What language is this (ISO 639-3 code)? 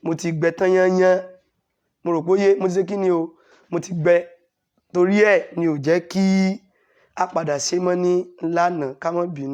yor